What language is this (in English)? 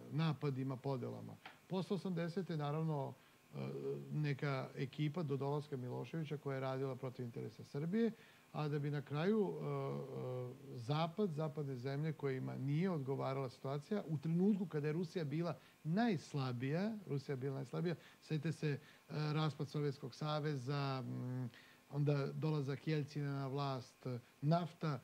Serbian